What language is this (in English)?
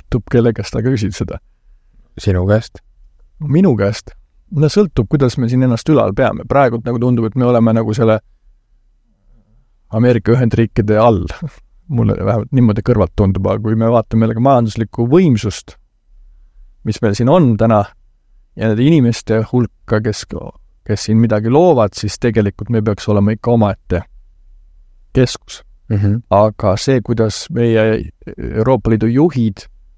Estonian